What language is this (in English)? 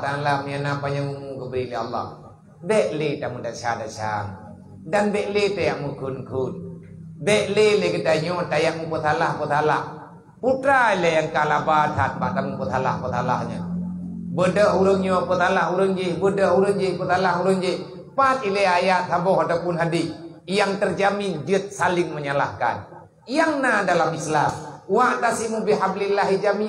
Achinese